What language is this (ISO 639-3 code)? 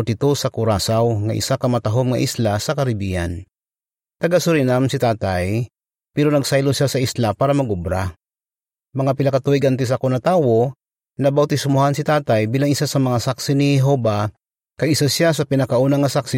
hil